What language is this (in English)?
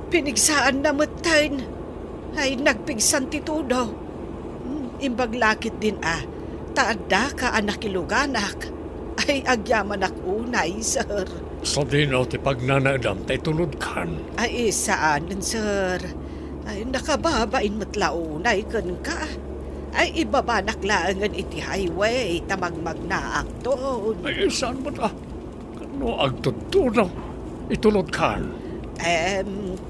Iloko